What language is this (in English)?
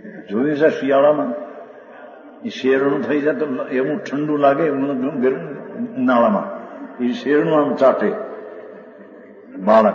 Gujarati